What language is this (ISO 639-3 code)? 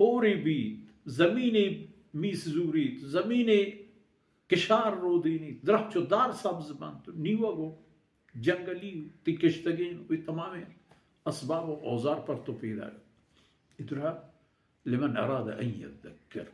bal